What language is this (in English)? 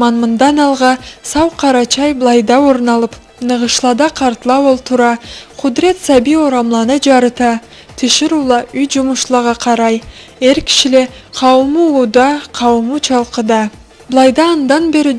Karachay-Balkar